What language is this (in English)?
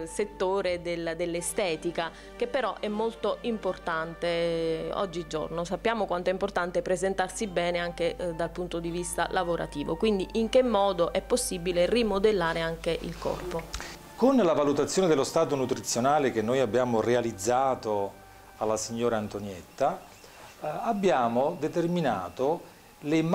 Italian